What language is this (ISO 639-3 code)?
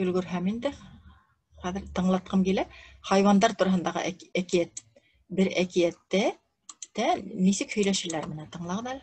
bak